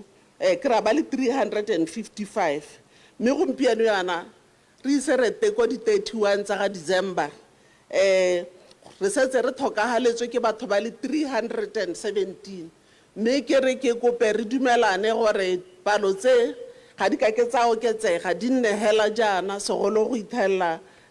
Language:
Tswana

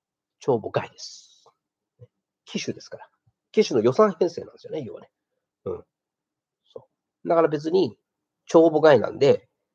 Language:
Japanese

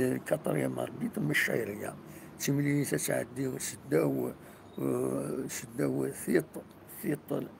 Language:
Kabyle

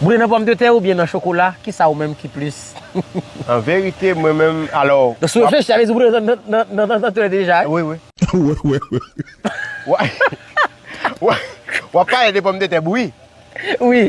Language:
Haitian Creole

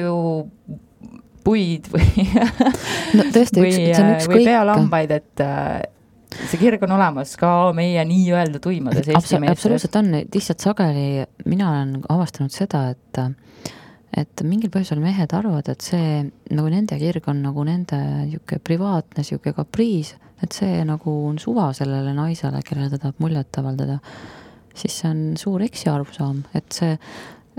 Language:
Estonian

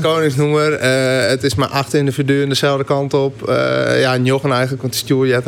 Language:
Western Frisian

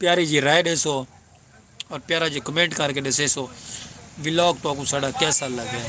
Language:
Saraiki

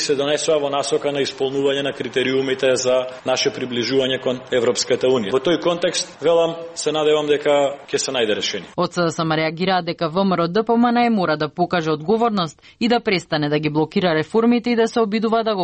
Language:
Macedonian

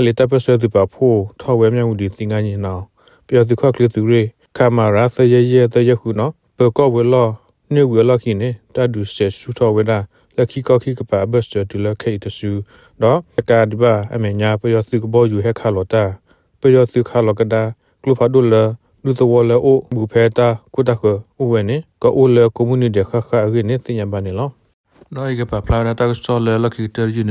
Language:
S'gaw Karen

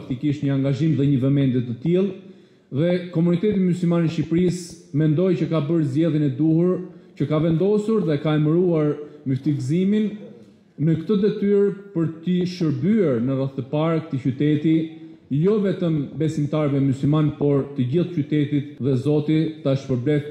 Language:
Albanian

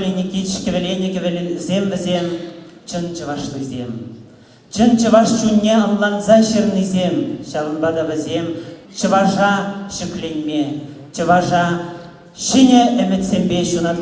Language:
Chuvash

